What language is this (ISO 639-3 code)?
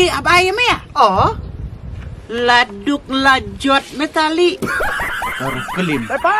kha